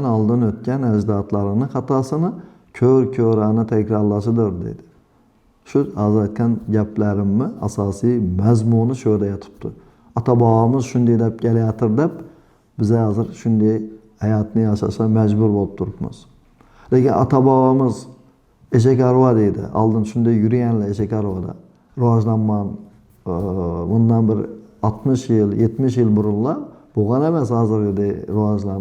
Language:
Uzbek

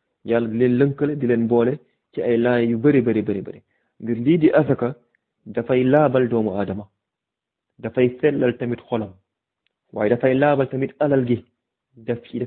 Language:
Wolof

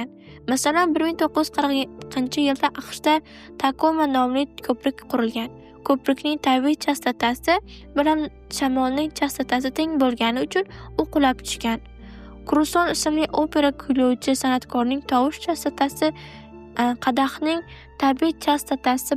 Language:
Uzbek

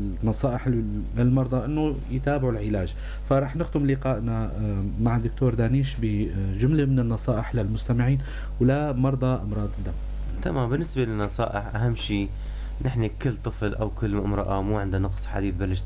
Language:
North Levantine Arabic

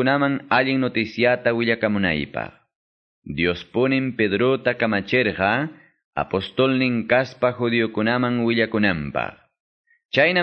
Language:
Quechua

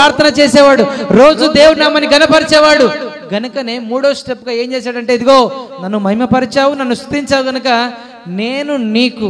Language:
Telugu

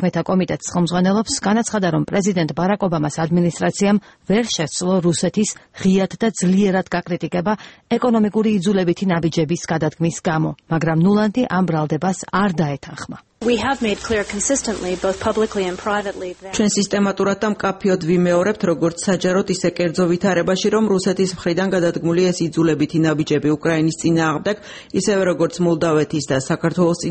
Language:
Georgian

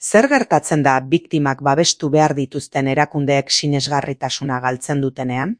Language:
Basque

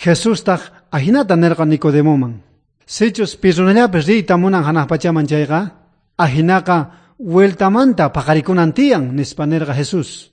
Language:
South Bolivian Quechua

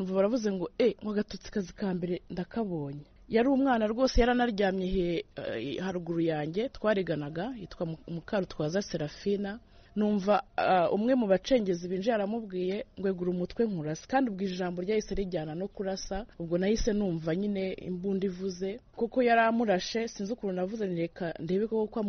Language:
Kinyarwanda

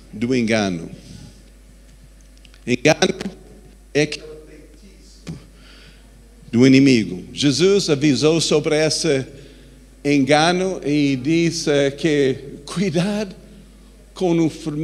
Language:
Portuguese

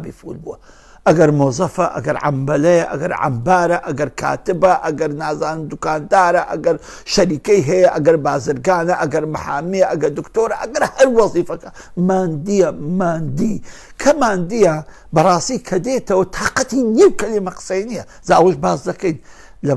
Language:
Central Kurdish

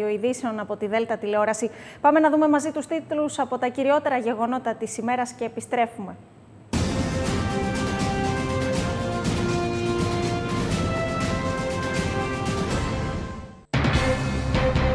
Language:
Greek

